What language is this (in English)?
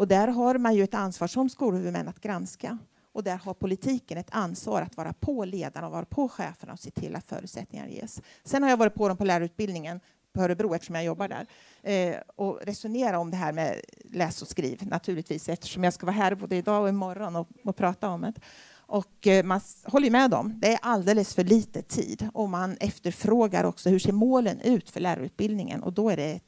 Swedish